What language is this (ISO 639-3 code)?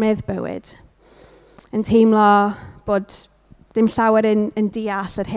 cym